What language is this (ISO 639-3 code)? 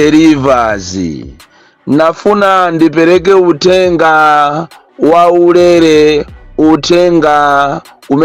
nya